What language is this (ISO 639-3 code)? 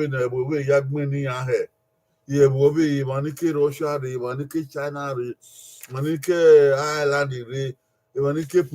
bin